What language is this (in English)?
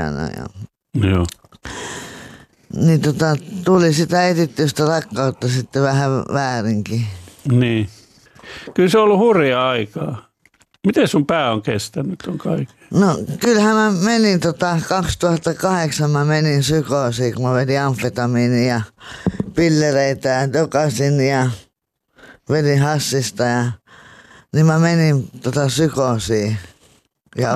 Finnish